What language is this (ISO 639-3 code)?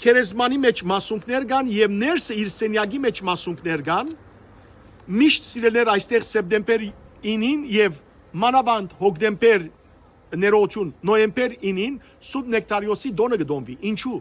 hyw